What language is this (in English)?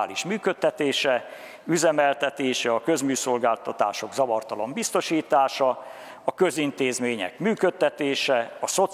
Hungarian